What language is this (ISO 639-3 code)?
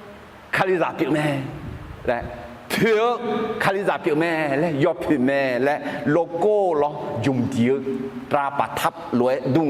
ahk